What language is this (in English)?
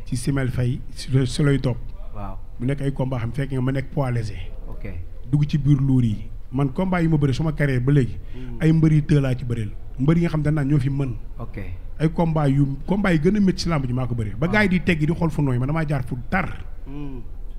Wolof